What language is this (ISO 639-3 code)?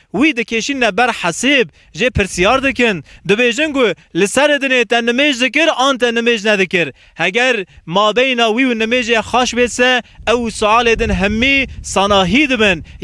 kur